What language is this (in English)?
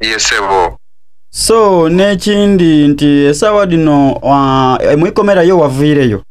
Soga